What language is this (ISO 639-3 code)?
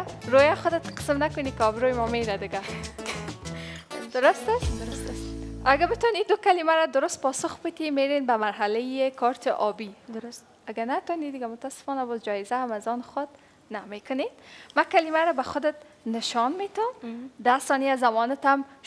fas